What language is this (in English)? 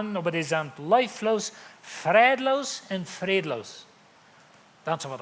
Plautdietsch